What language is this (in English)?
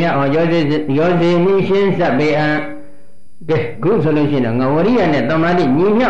Burmese